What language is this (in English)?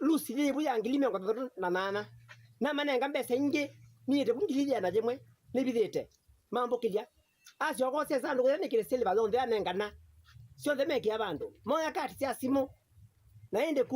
Kamba